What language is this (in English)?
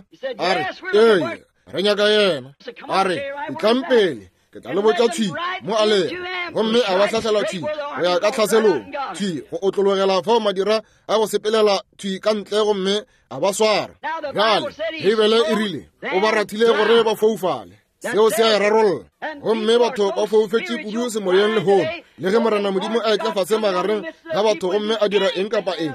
Northern Sotho